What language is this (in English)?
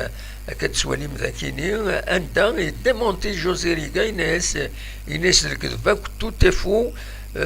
Kabyle